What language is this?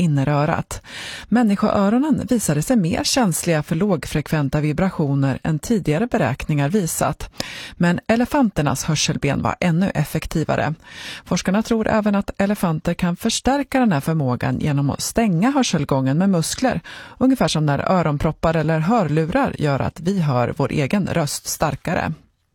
Swedish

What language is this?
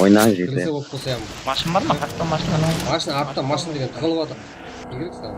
Kara-Kalpak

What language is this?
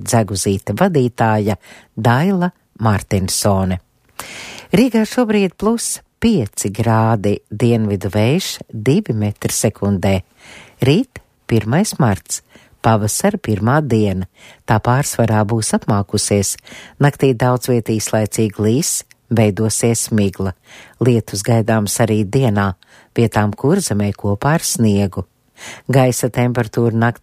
Latvian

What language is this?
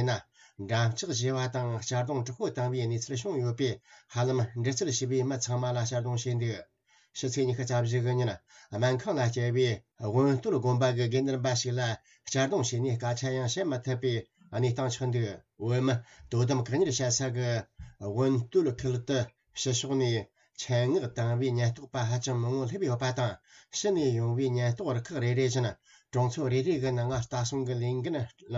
Tibetan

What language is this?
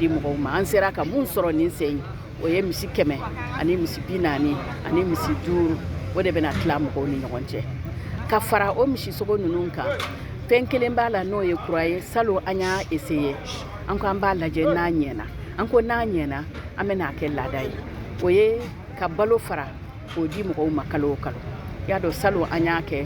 Bambara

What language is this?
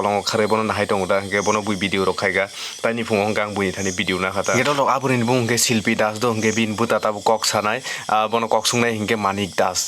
Kok Borok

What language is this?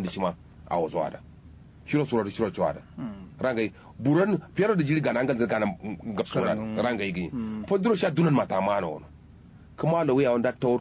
Kanuri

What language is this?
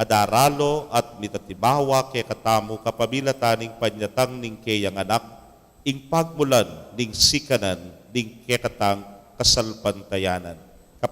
Pampanga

